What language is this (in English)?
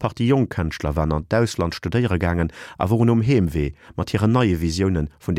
Luxembourgish